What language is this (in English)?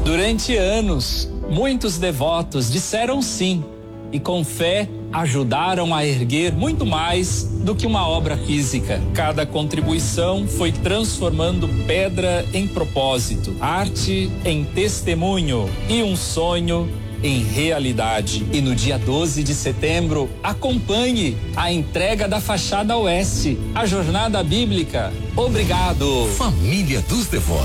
Portuguese